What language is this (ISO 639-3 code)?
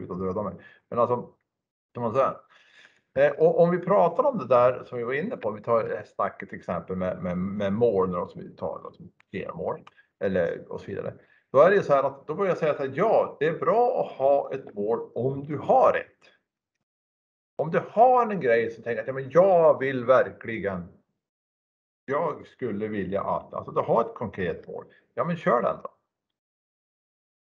swe